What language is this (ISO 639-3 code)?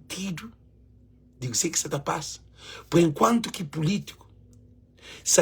kea